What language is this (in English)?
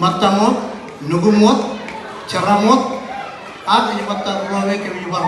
Marshallese